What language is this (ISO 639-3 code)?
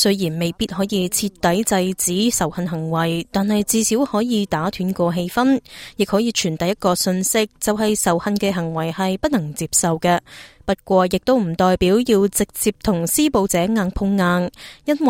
yue